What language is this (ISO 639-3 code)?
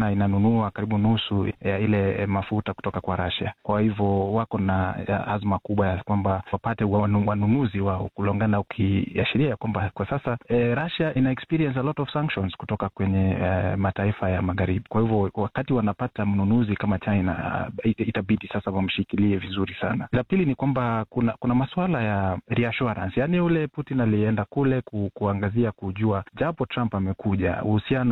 swa